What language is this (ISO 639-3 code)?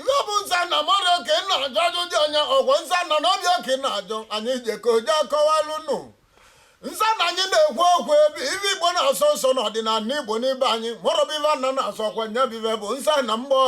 ibo